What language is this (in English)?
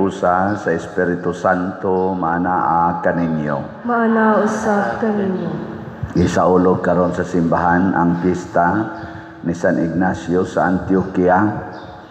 Cebuano